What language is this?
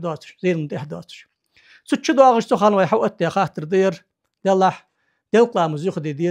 Ingush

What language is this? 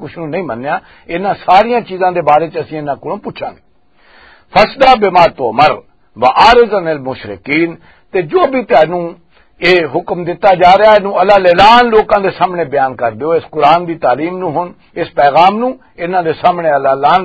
Western Panjabi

